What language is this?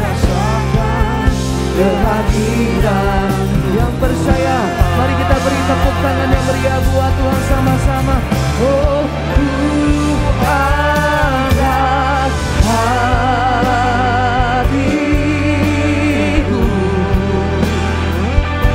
Indonesian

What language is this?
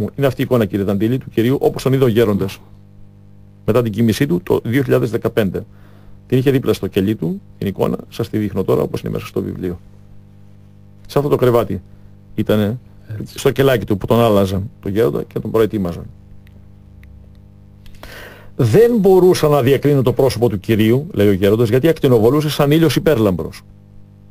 Greek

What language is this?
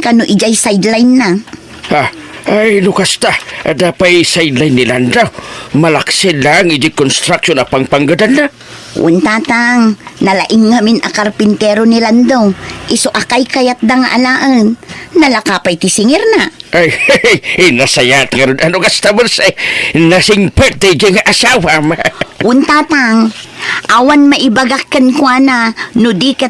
Iloko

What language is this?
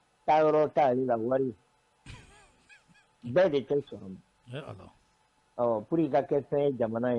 Bambara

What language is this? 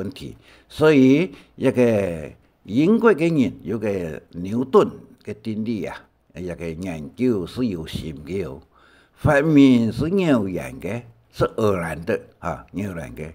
Hakka Chinese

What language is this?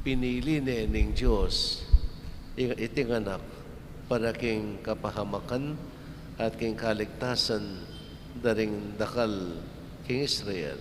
Pampanga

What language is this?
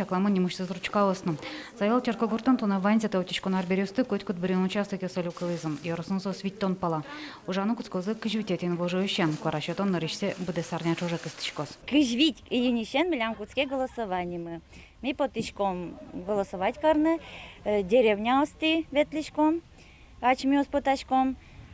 Udmurt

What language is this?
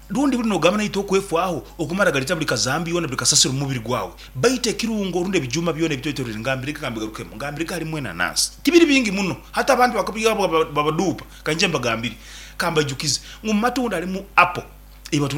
Nyankole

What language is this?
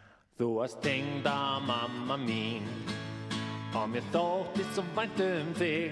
Icelandic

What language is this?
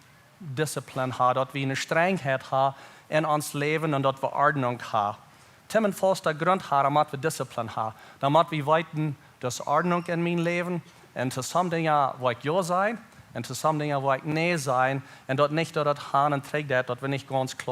Plautdietsch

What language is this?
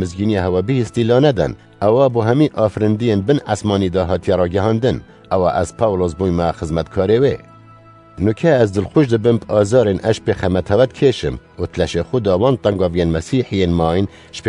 Kurdish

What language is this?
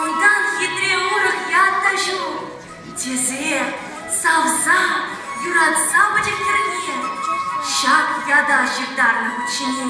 Chuvash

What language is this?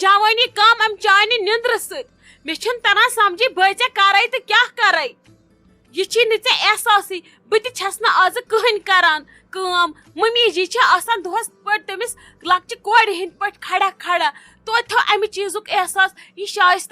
Kashmiri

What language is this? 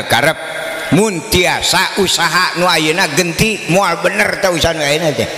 Sundanese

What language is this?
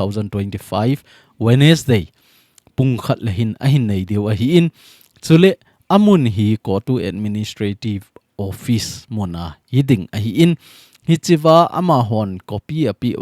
Thado Chin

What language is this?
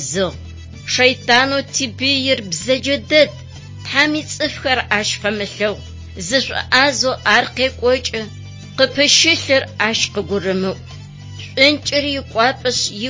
Adyghe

